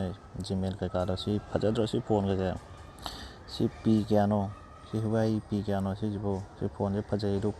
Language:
Manipuri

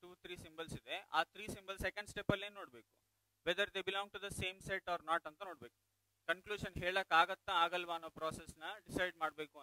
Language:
Kannada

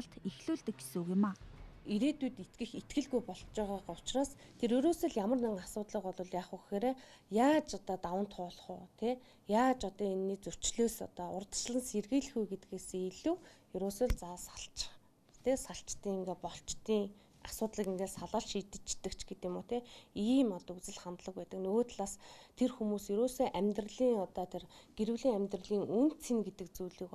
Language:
Mongolian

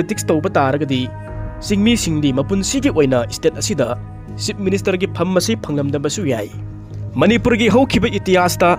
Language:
Manipuri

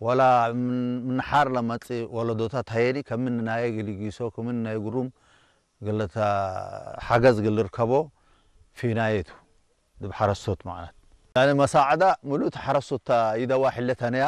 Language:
Tigre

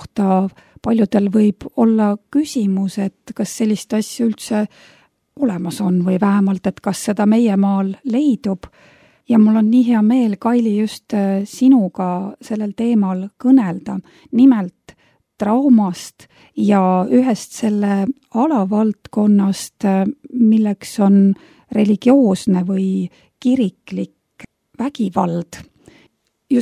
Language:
Estonian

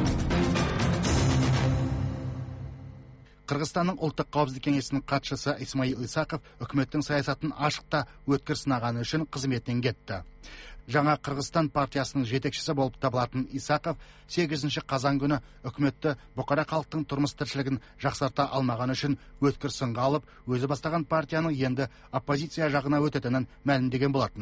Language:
Kazakh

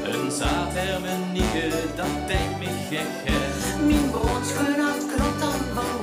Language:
Limburgish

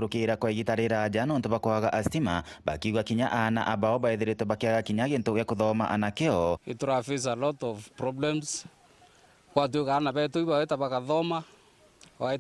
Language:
Meru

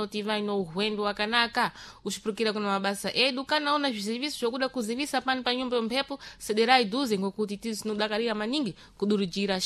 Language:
Sena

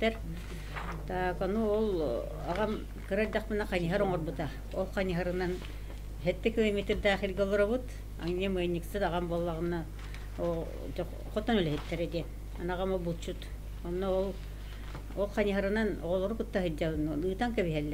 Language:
Yakut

